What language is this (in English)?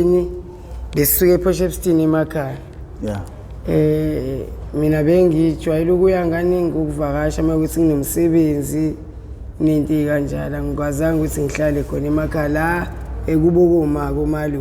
Zulu